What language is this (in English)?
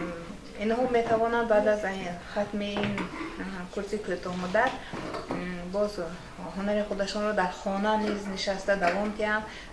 Tajik